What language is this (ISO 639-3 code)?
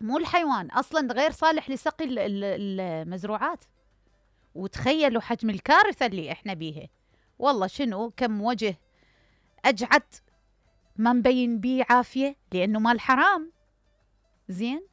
acm